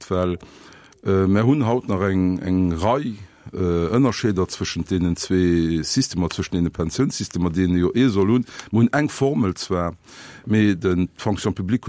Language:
Luxembourgish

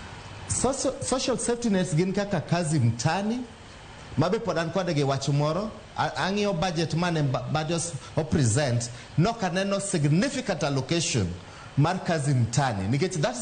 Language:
Luo (Kenya and Tanzania)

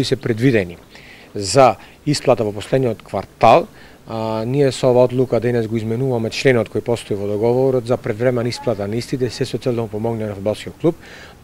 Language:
Macedonian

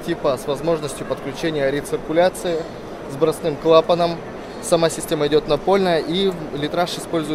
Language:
Russian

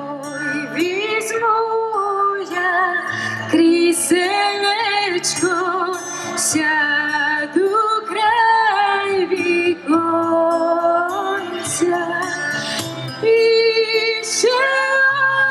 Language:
Ukrainian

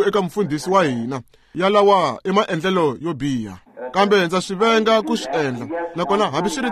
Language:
Tsonga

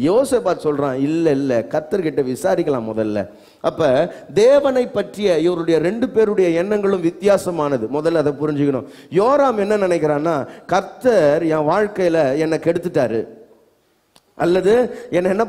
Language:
Tamil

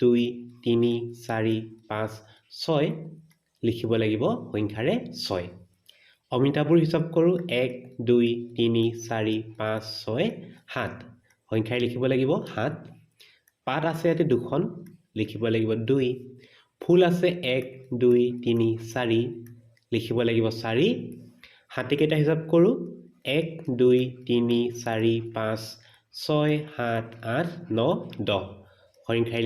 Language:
Assamese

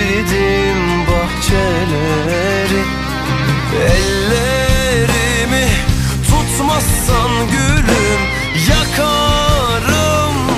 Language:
Turkish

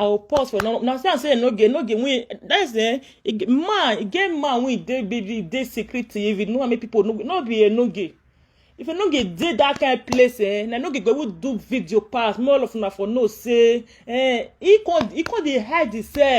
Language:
Nigerian Pidgin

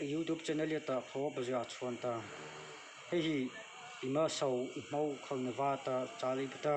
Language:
Mara Chin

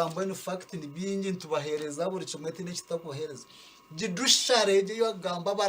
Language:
Nyankole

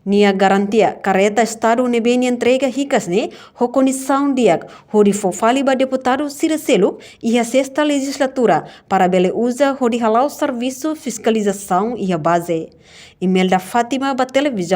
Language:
Tetum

